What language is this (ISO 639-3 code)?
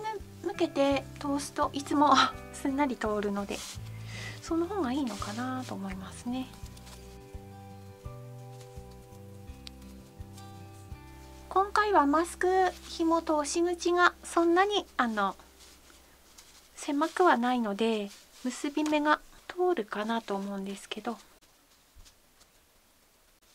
jpn